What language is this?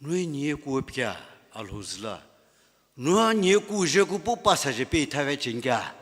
Sumi Naga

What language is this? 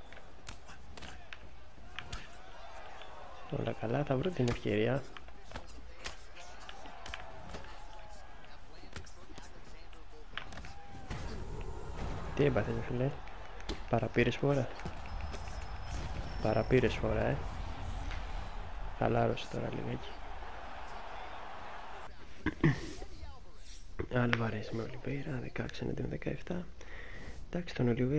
Greek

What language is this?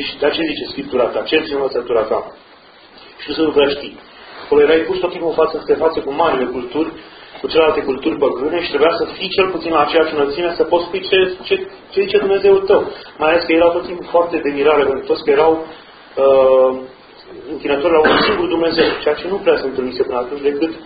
Romanian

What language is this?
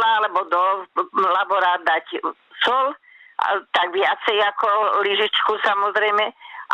Slovak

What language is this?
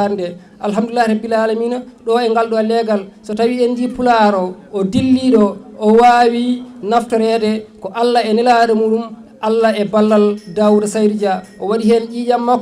Fula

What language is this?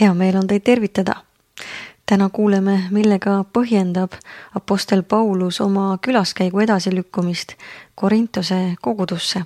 Estonian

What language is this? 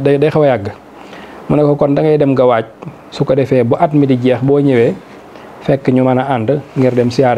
Wolof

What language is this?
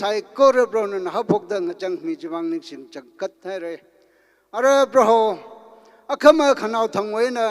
Tangkhul Naga (India)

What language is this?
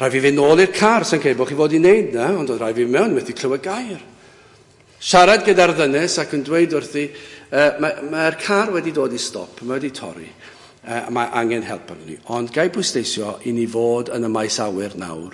Welsh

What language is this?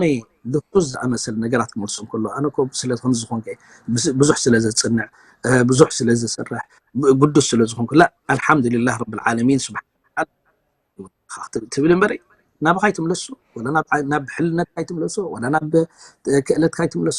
Tigrinya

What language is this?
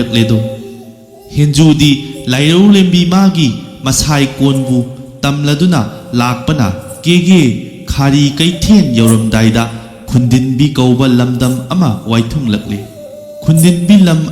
Manipuri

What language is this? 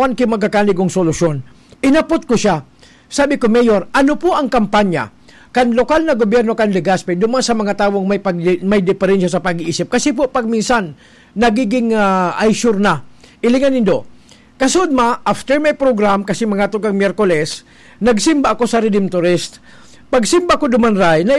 Bikol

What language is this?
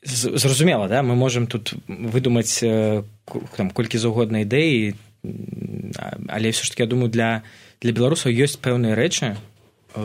Belarusian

